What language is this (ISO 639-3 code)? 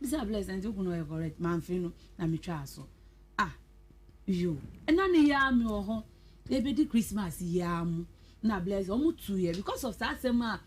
aka